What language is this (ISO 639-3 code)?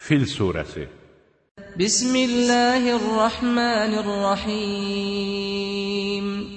aze